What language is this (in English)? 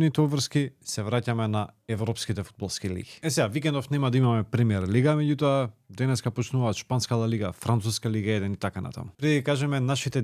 Macedonian